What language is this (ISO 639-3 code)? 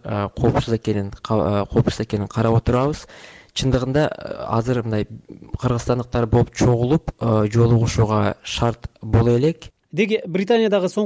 kir